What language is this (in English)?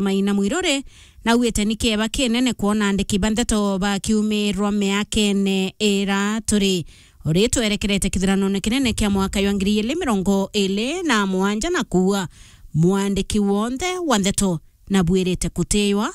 Meru